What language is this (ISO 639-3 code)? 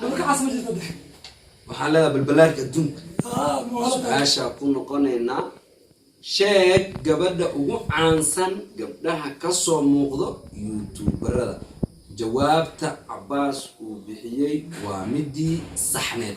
som